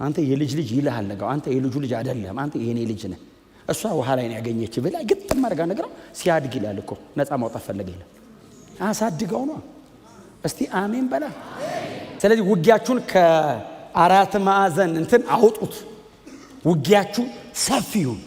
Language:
Amharic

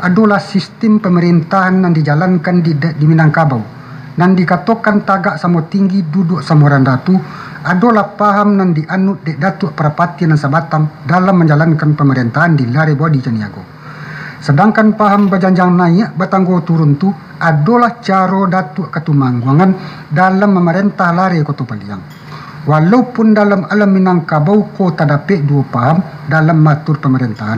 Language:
Minangkabau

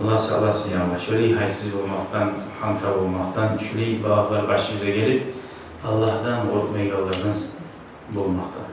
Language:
Kumyk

